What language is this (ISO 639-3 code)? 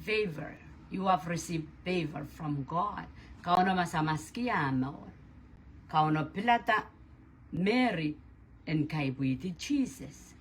pon